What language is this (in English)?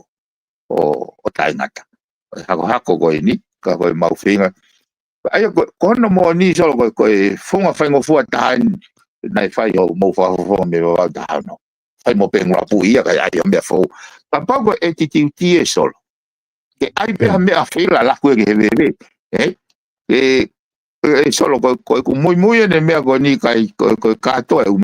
Tongan